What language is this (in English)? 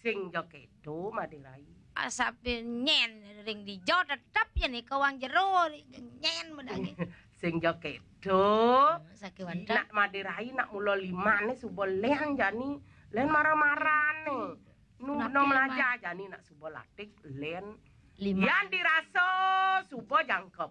Balinese